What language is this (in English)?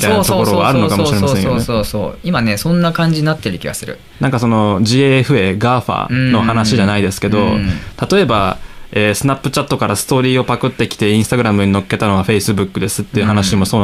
Japanese